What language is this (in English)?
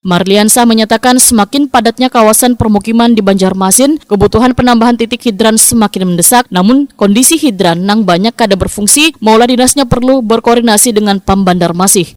Banjar